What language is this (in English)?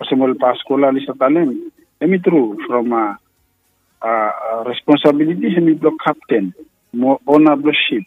Bislama